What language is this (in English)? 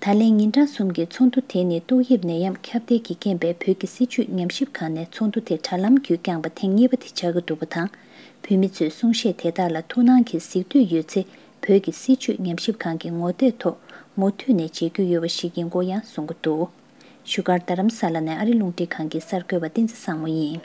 Tibetan